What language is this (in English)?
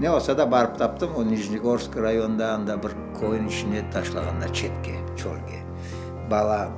Crimean Tatar